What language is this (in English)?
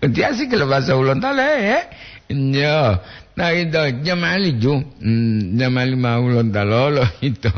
Gorontalo